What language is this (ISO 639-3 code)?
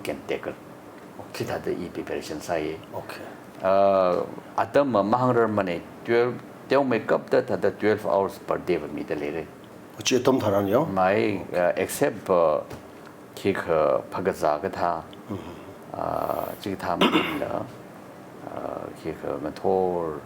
nmf